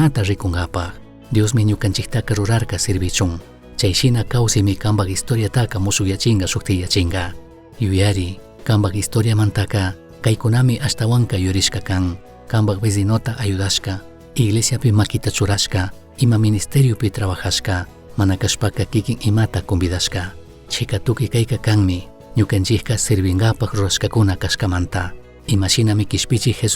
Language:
Chimborazo Highland Quichua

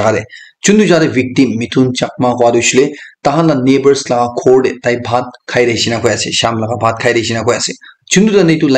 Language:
Naga Pidgin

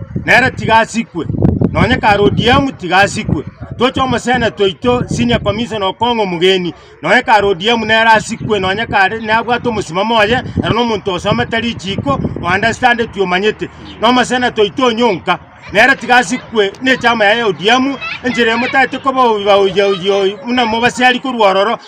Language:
Gusii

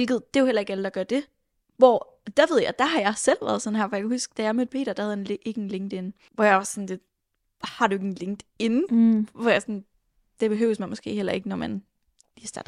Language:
Danish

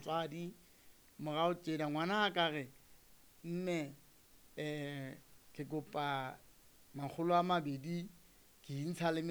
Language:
Southern Sotho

